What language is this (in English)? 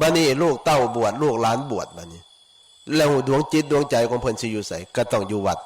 Northeastern Thai